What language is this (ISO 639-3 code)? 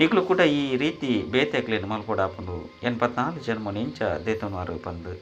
tcy